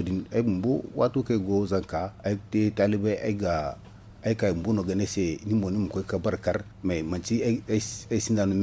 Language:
Zarma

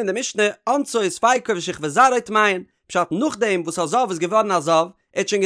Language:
Yiddish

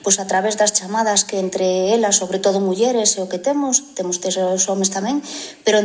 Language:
Galician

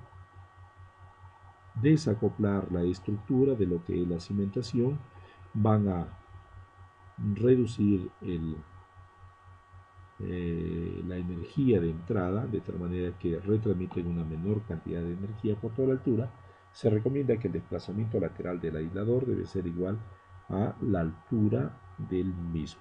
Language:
Spanish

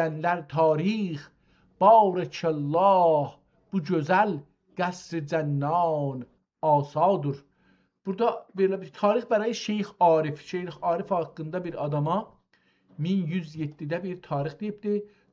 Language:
South Azerbaijani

